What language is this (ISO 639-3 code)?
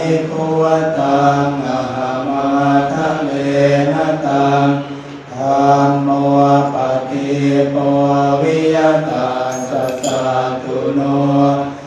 pli